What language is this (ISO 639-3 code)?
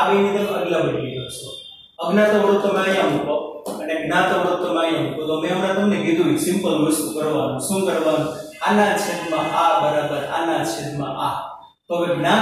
guj